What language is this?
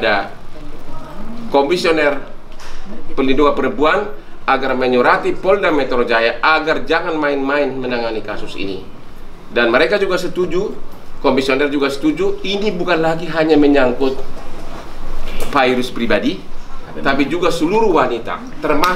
Indonesian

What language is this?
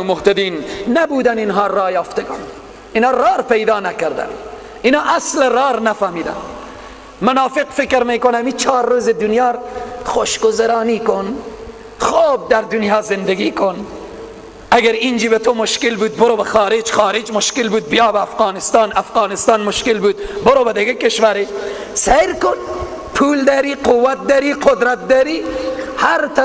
Persian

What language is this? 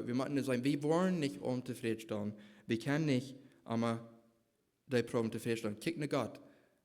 Plautdietsch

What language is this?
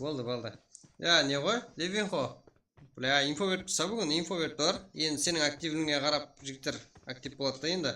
Kara-Kalpak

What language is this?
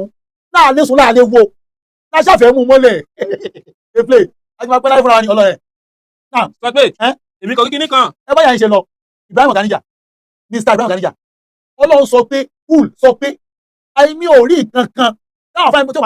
Yoruba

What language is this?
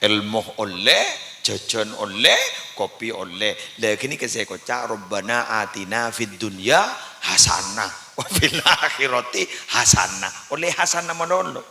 Madurese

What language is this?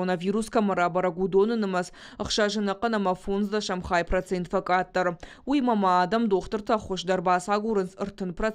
Ossetic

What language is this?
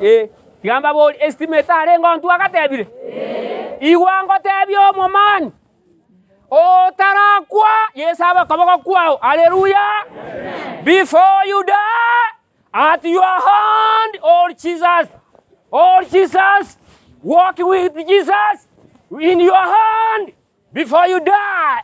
Gusii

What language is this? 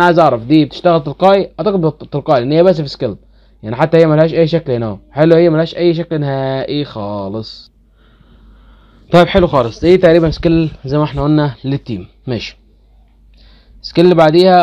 Egyptian Arabic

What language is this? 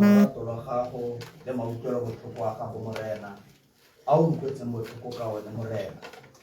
Tswana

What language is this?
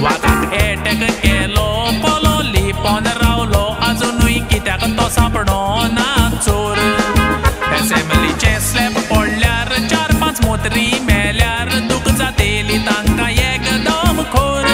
Konkani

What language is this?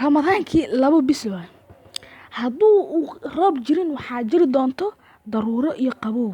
Somali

